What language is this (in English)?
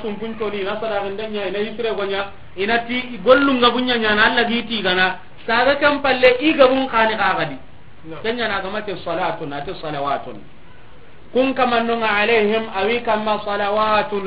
Soninke